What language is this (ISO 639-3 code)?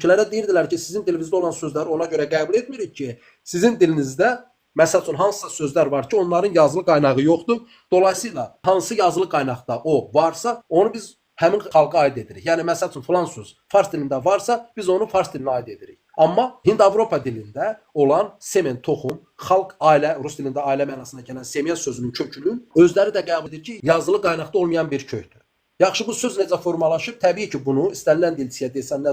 aze